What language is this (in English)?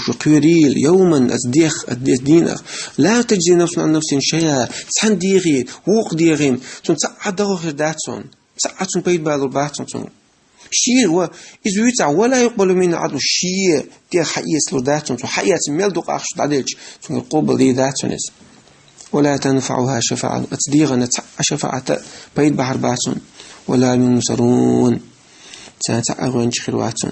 Chechen